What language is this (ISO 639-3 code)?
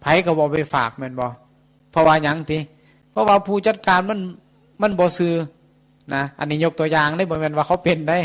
tts